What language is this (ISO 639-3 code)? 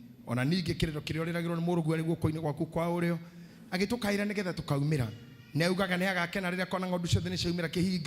kik